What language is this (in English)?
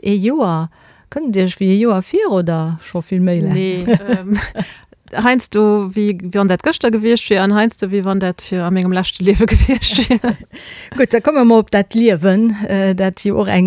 Luxembourgish